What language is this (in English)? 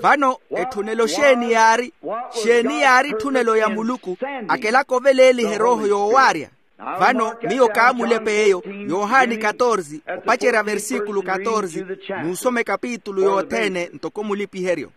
Makhuwa